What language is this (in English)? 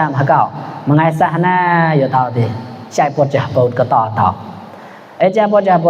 Mon